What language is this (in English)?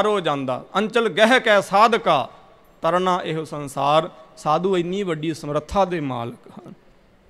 Punjabi